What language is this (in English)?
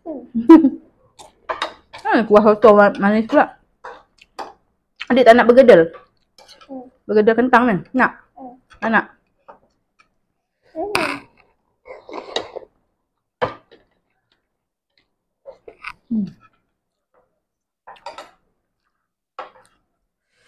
Malay